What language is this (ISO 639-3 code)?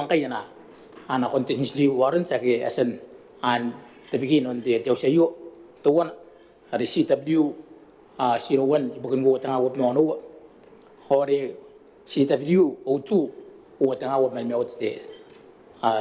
gil